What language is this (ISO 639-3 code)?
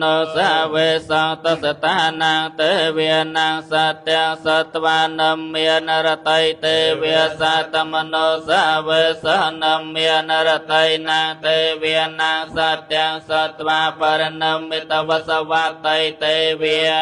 pli